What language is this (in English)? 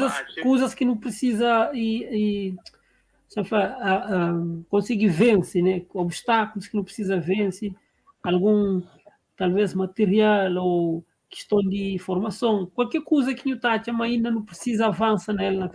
Kabuverdianu